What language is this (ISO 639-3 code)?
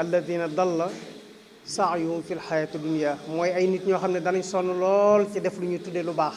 wol